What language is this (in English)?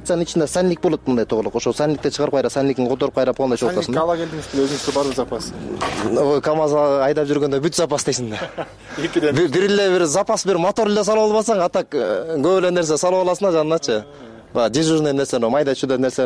Kyrgyz